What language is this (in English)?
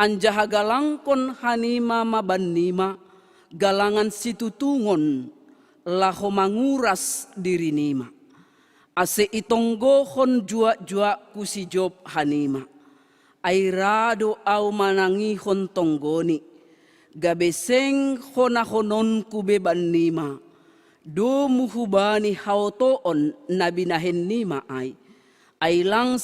Batak Simalungun